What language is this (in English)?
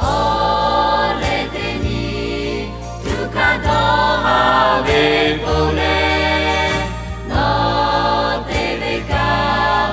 Lahu